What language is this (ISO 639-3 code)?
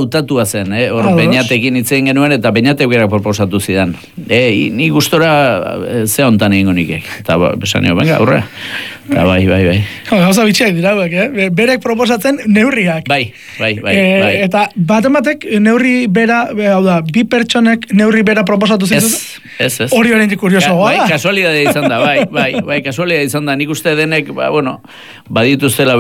eus